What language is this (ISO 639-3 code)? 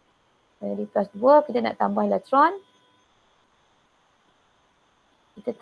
msa